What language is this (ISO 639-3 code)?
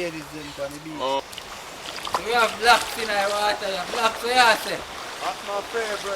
jam